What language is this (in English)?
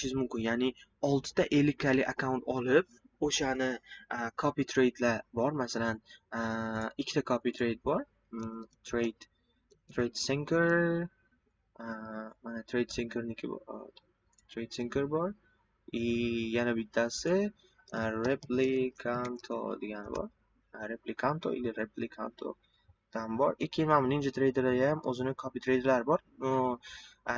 Uzbek